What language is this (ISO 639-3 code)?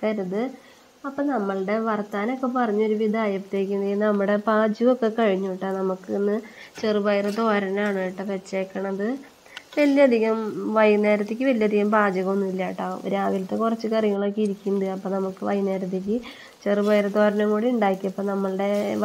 mal